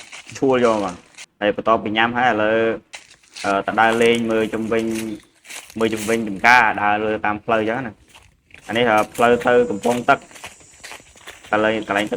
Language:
Khmer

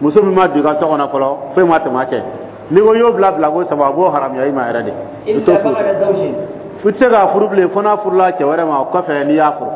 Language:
Dyula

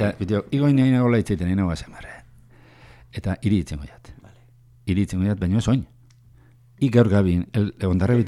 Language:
Basque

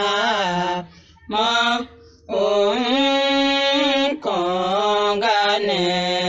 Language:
Tiv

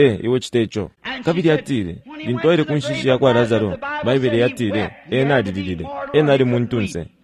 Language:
Bemba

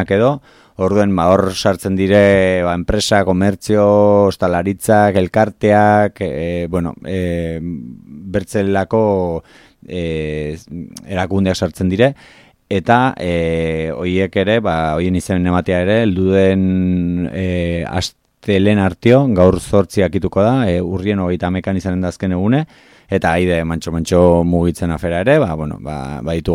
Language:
Basque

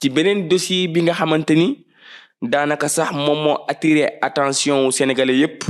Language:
Wolof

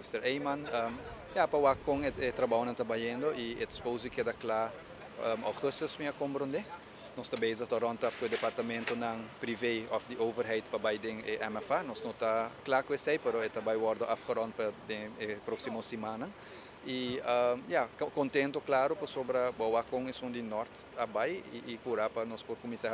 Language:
Papiamento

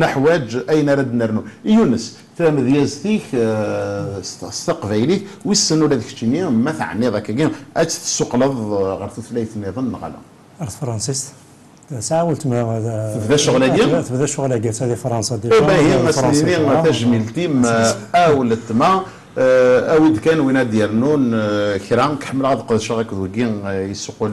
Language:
Kabyle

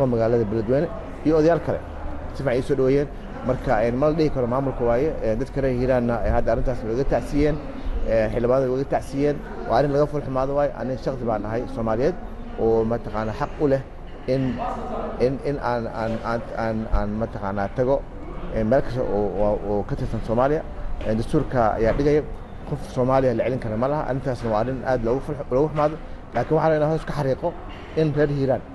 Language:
Somali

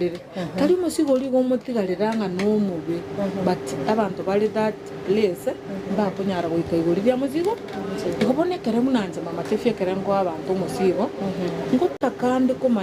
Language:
Gusii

